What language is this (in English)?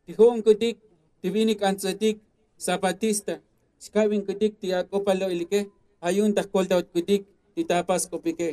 Tzotzil